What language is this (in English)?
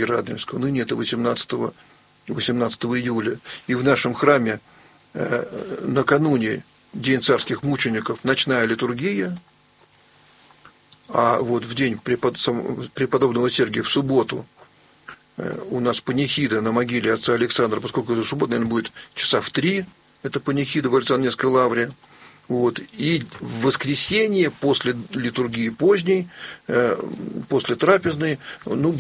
Russian